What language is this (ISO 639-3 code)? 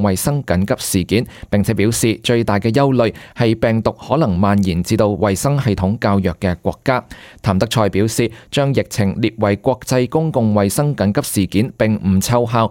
yue